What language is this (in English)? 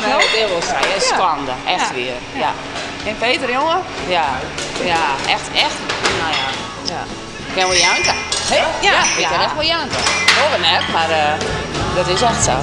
Western Frisian